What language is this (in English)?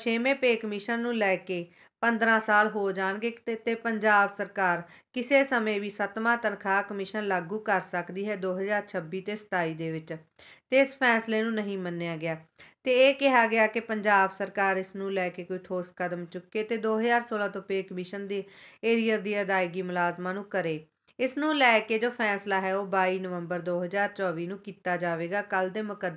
Punjabi